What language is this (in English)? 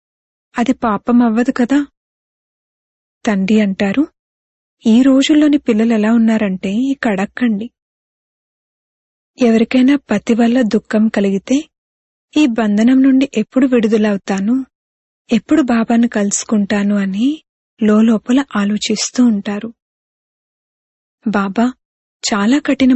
Telugu